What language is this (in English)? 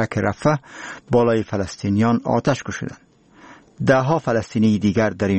Persian